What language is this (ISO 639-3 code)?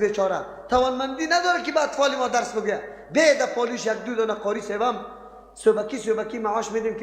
fas